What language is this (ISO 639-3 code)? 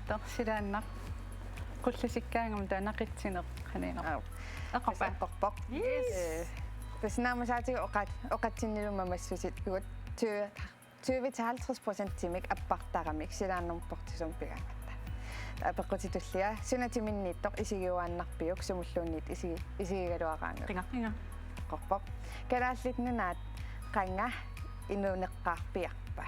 kal